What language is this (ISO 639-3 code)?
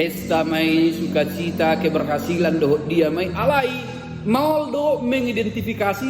bbc